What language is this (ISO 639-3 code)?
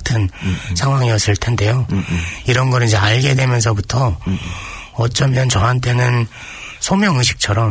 kor